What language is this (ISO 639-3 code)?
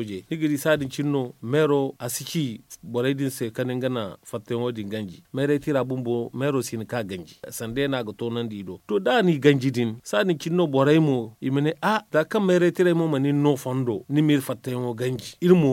dje